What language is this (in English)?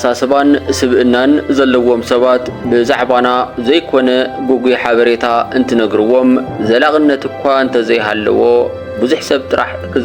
Tigrinya